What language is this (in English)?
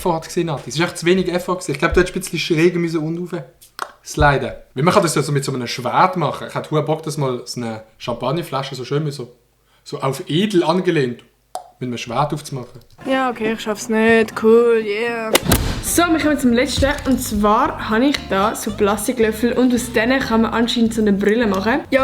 Swiss German